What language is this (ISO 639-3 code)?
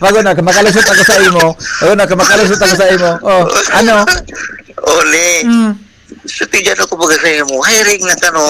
bik